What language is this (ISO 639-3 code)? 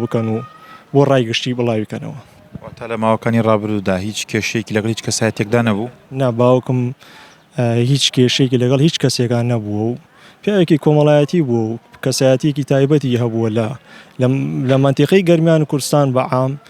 ckb